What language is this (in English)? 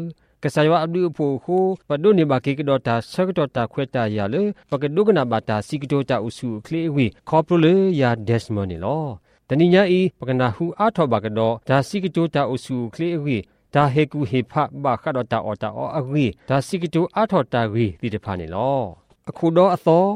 Burmese